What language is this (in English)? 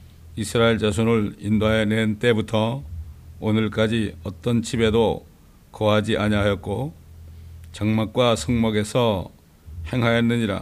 Korean